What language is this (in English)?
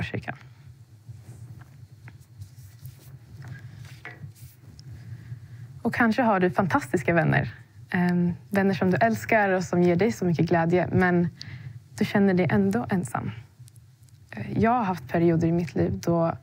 Swedish